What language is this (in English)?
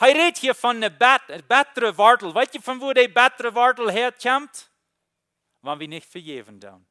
Plautdietsch